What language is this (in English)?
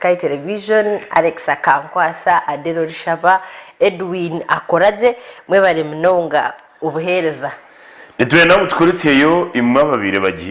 Nyankole